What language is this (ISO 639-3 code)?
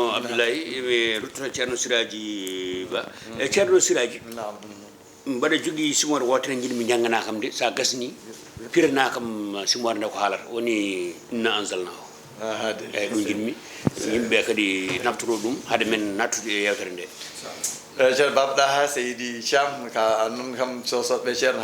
ful